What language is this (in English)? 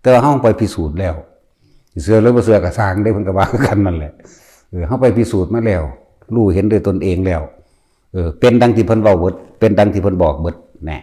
Northeastern Thai